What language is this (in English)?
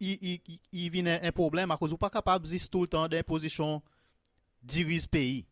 Seselwa Creole French